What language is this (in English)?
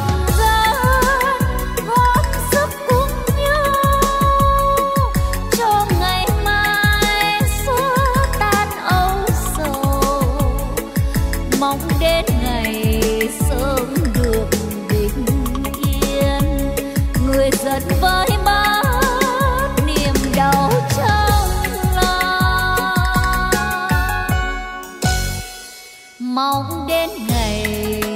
Vietnamese